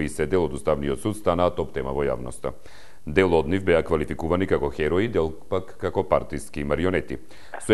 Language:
Macedonian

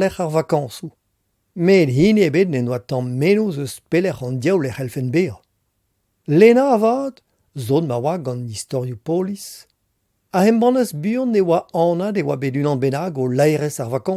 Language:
Breton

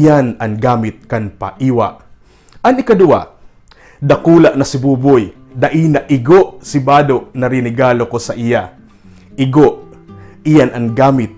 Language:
Bikol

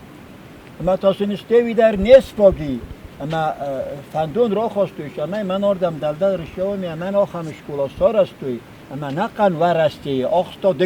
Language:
Ossetic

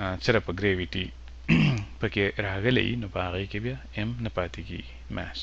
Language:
Pashto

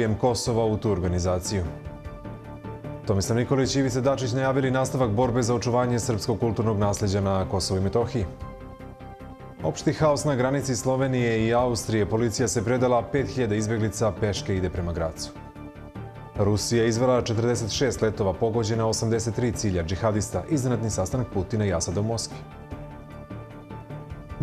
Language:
Serbian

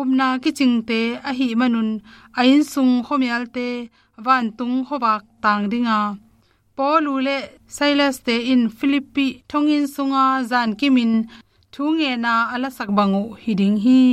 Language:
Tedim Chin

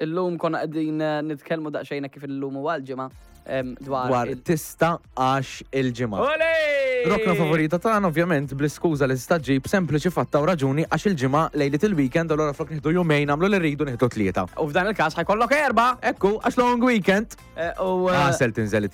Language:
Maltese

